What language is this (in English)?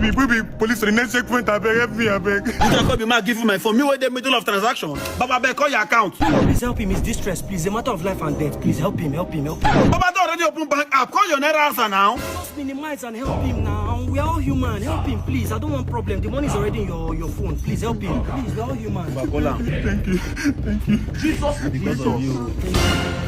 Nigerian Pidgin